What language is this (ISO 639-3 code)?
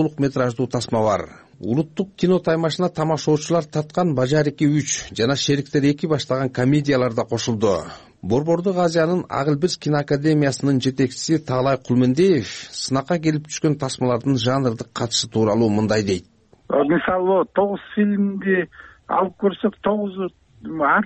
kir